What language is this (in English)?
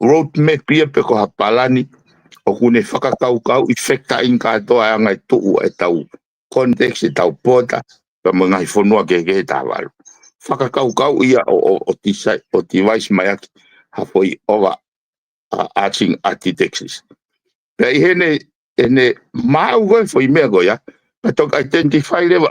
Tongan